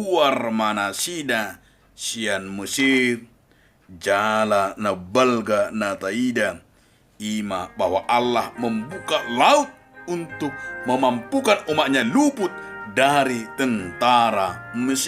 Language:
Batak Toba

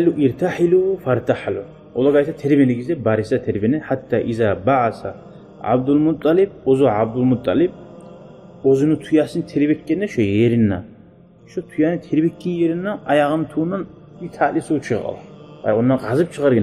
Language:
Kumyk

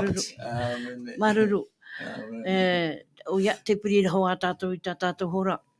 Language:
Tahitian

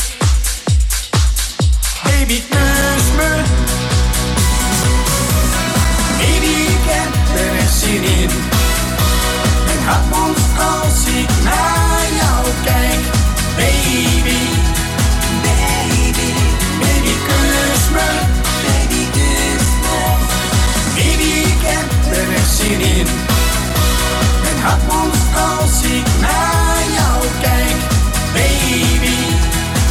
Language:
Dutch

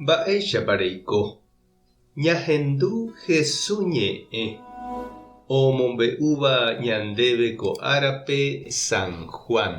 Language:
Guarani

